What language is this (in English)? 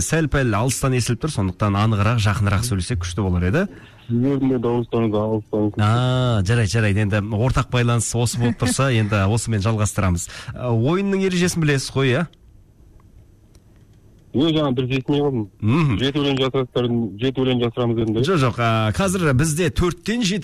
Kazakh